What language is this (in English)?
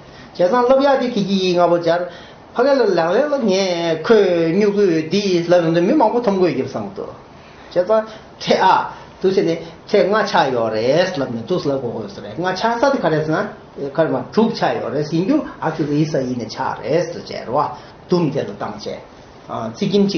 Tibetan